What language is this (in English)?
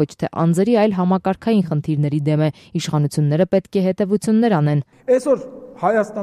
Armenian